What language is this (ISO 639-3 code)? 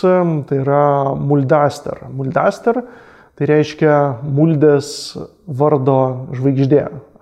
lit